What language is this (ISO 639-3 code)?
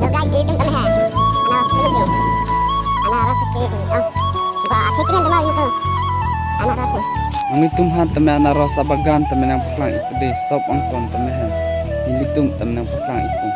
mjw